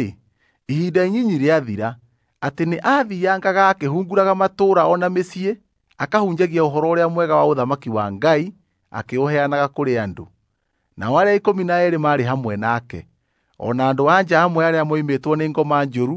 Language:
Kikuyu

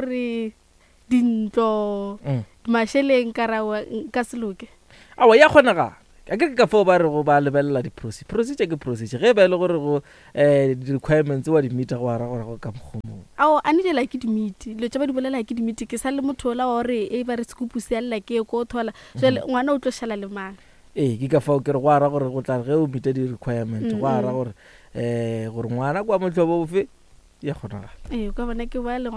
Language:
Northern Sotho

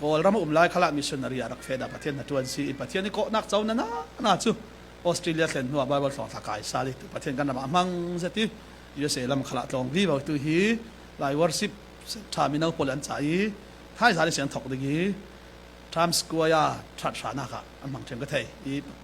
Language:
Falam Chin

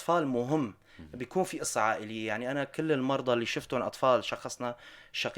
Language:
North Levantine Arabic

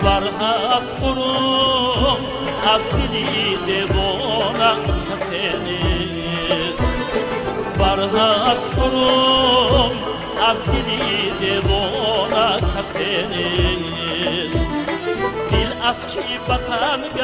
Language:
Tajik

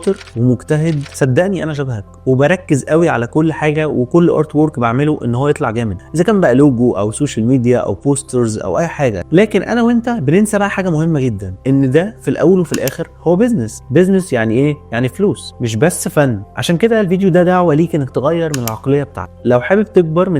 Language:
Egyptian Arabic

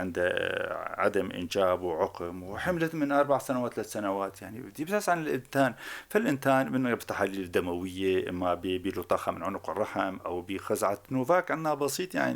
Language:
North Levantine Arabic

